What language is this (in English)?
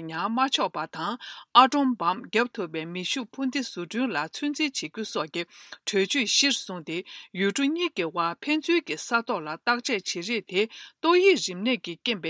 Tibetan